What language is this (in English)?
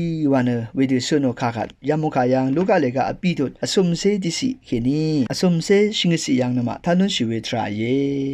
Rawang